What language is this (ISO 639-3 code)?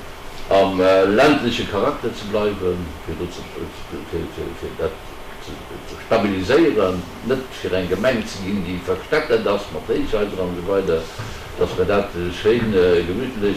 ltz